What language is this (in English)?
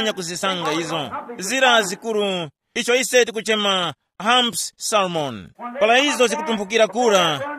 Tumbuka